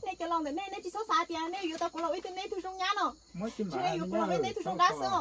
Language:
Hmong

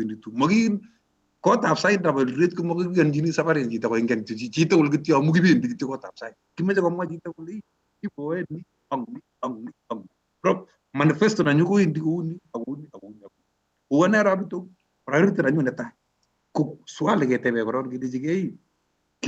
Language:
Kalenjin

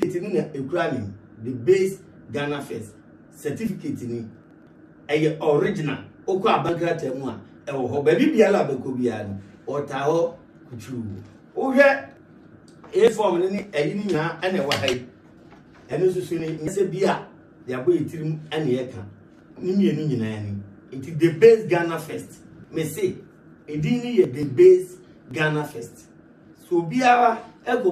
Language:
Akan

